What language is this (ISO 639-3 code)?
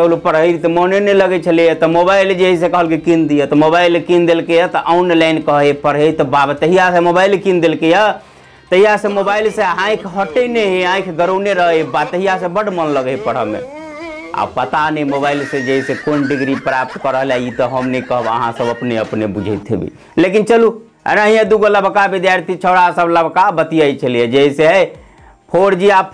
mai